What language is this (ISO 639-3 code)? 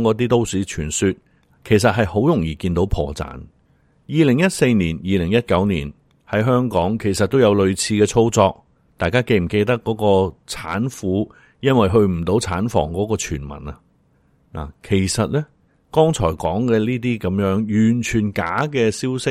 yue